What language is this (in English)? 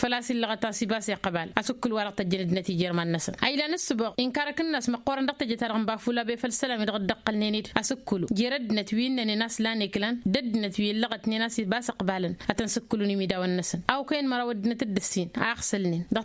Tamasheq